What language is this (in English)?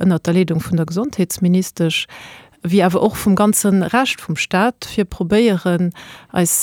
Luxembourgish